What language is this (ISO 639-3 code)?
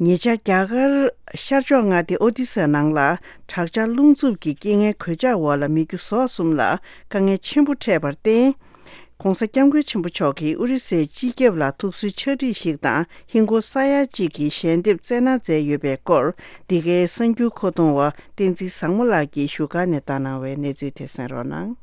bod